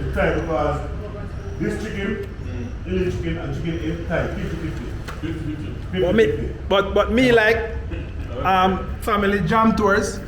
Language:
Jamaican Creole English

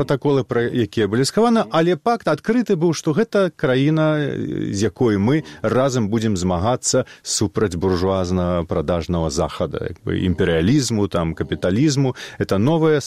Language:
Belarusian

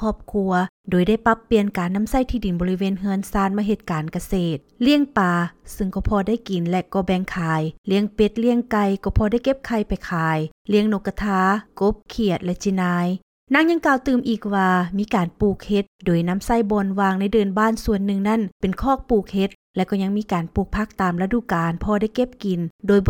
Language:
Lao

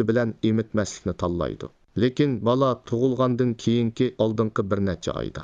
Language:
Uyghur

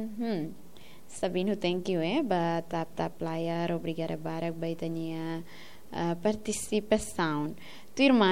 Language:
Tetum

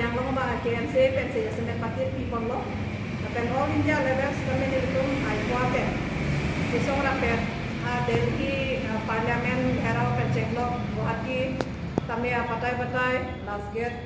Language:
Karbi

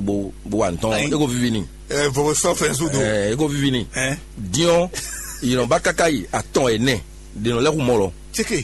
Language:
Fon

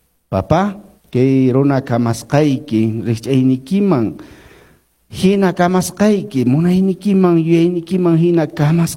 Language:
Quechua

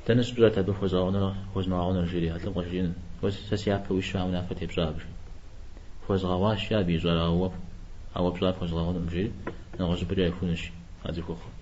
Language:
Kabardian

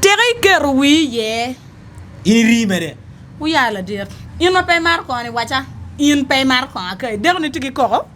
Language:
Acoli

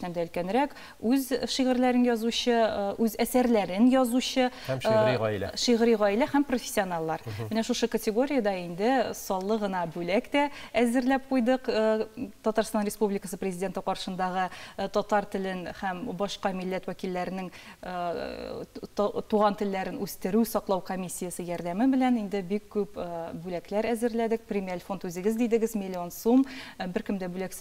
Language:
Tatar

